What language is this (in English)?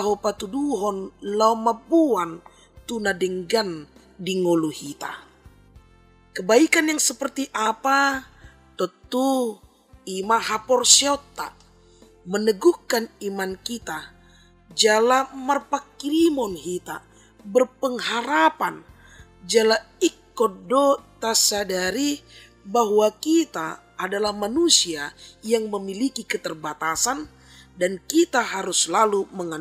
Batak Toba